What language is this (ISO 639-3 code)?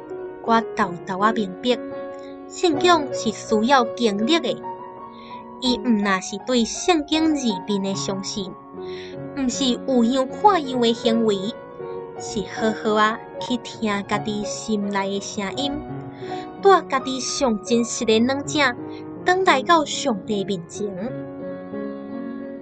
nan